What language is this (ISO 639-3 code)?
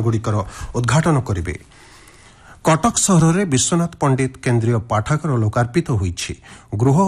ori